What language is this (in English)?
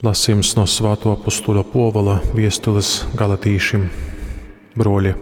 Latgalian